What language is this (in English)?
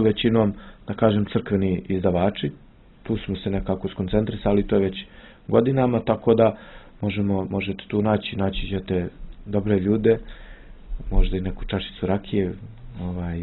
Serbian